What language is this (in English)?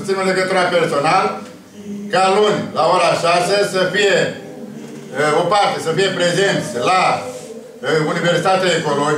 Romanian